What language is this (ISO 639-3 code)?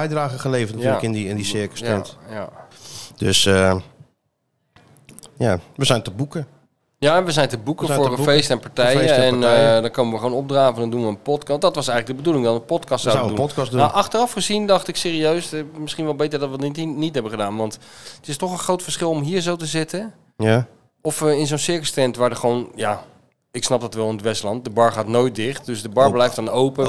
nld